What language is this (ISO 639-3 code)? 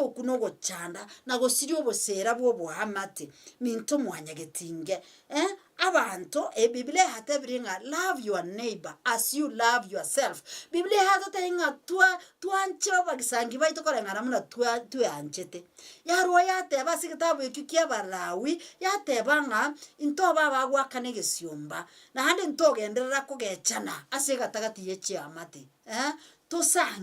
guz